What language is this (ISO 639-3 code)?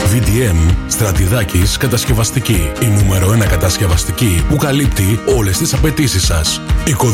ell